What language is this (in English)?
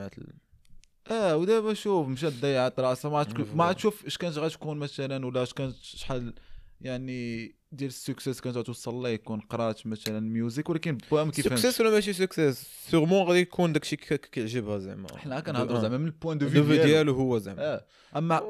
Moroccan Arabic